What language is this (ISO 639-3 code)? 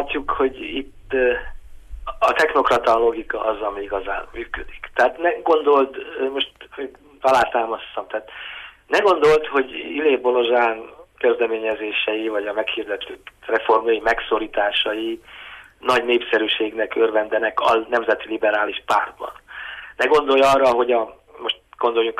hun